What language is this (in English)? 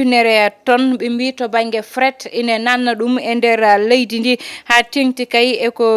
Fula